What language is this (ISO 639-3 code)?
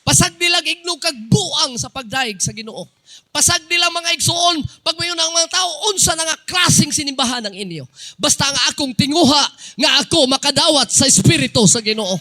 ceb